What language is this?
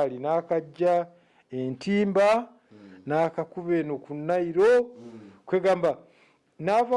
Ganda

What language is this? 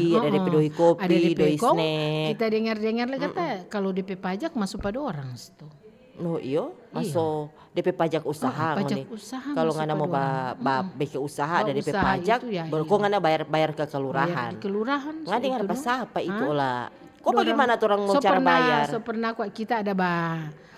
Manado Malay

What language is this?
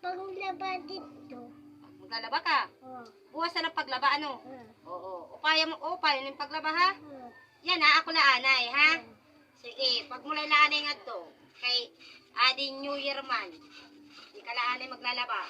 Waray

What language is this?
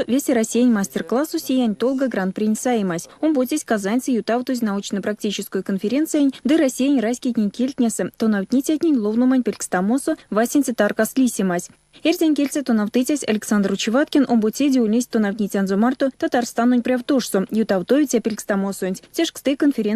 Erzya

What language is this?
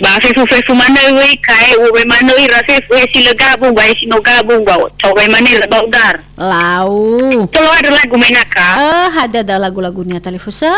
Nias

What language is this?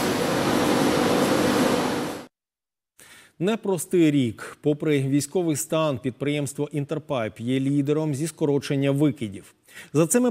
Ukrainian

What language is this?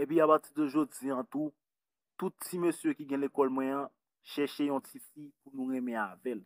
Haitian Creole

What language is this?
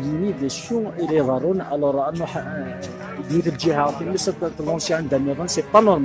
Kabyle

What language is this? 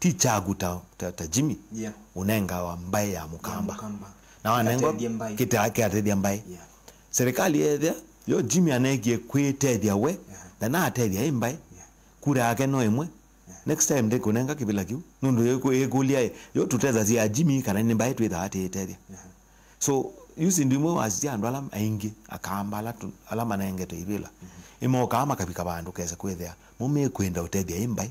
Kamba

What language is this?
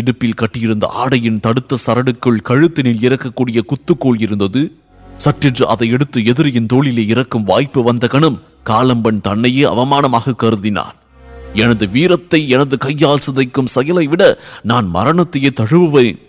Tamil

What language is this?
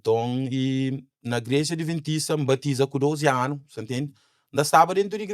Kabuverdianu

